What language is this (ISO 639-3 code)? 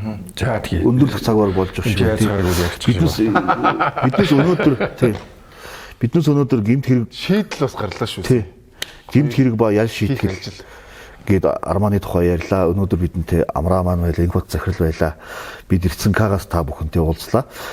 mon